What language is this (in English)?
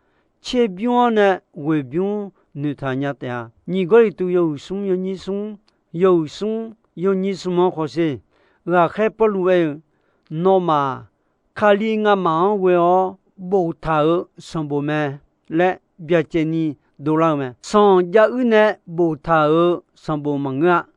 Akha